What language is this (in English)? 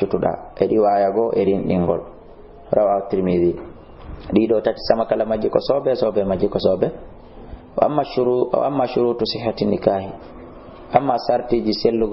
Fula